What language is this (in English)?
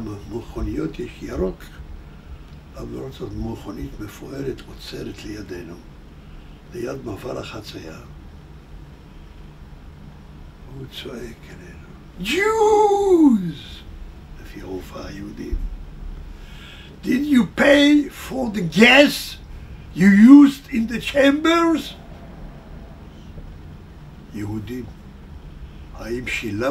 Hebrew